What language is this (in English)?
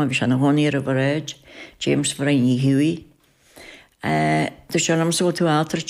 Irish